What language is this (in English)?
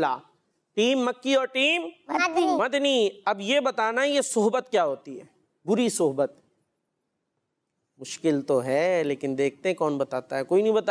Urdu